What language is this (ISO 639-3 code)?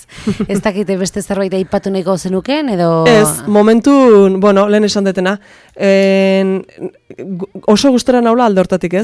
eus